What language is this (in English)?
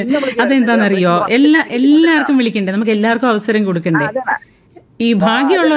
Malayalam